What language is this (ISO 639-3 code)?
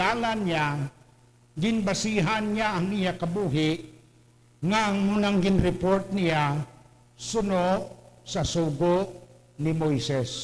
hil